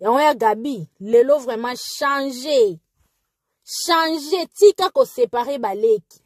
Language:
Lingala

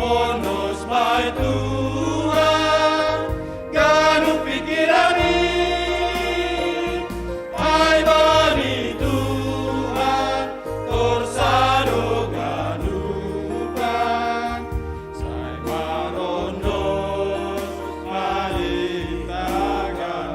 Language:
Batak Simalungun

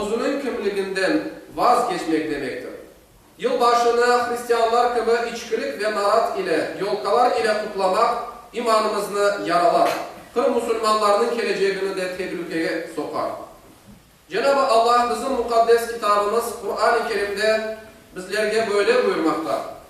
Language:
Crimean Tatar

